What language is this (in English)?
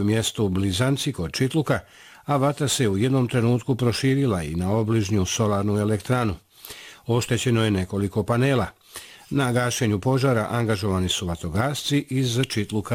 Bosnian